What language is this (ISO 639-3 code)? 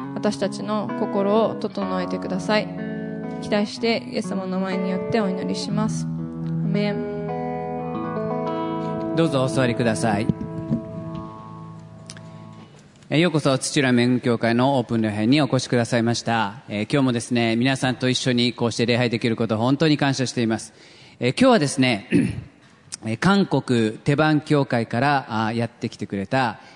jpn